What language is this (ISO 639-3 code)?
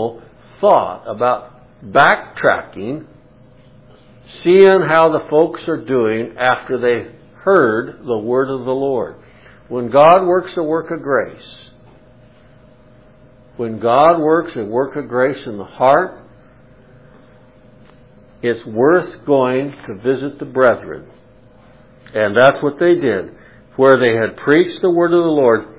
eng